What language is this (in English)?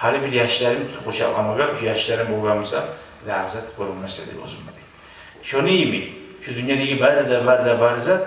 Kumyk